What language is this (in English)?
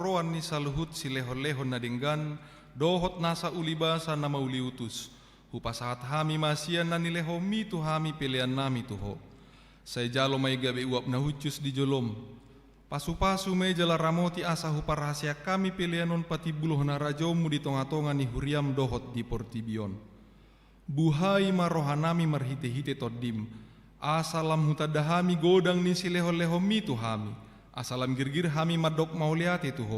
Batak Toba